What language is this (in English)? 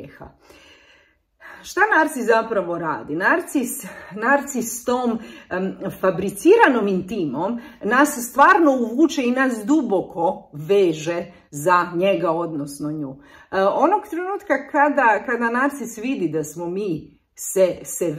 Croatian